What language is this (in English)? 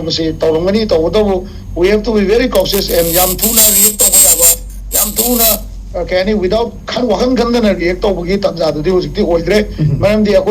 Manipuri